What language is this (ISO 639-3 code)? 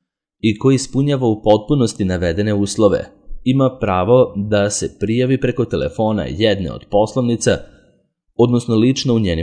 srp